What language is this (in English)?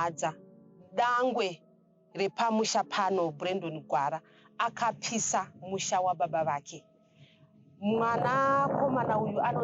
Shona